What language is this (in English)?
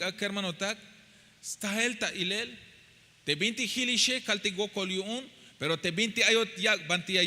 Tzeltal